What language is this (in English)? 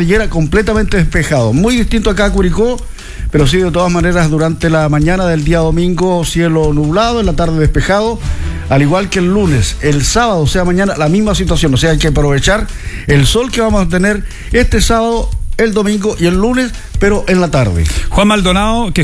Spanish